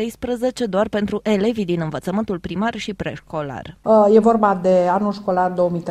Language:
Romanian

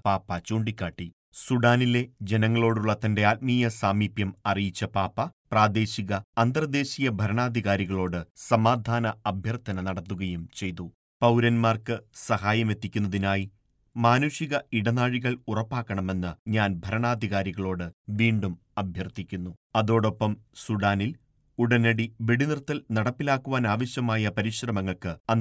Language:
Malayalam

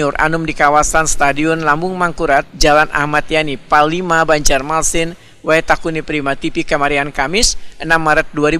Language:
Banjar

